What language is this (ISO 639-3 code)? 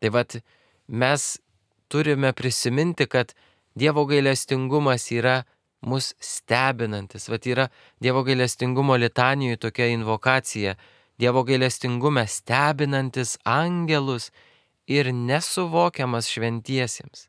lit